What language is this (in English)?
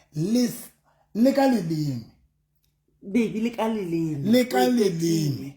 Southern Sotho